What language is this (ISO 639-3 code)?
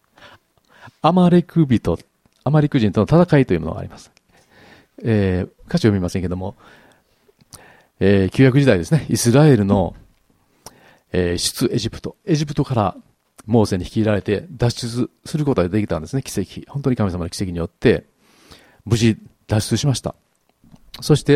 jpn